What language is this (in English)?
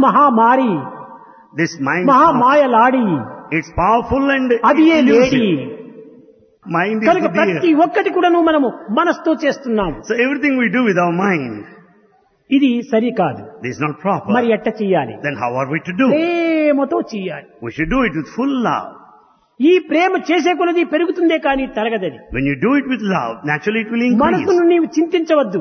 Telugu